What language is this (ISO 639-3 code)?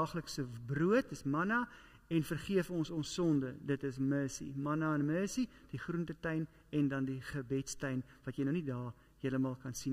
afr